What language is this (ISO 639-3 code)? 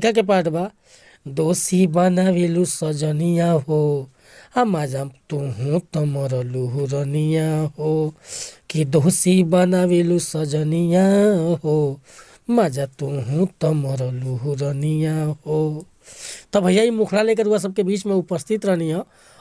bho